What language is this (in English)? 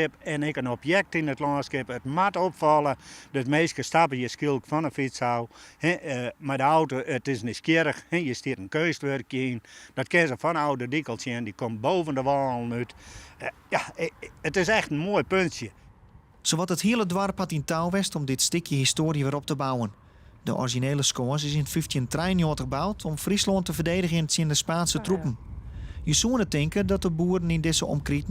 Western Frisian